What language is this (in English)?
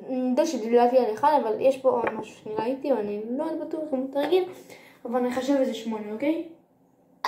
Hebrew